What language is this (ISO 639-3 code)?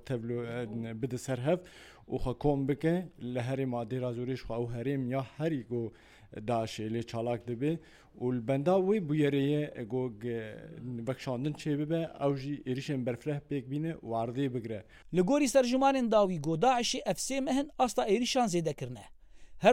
kur